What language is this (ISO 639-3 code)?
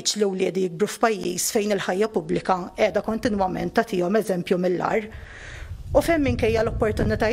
mlt